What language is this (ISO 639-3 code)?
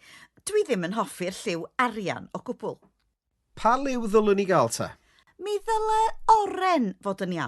cym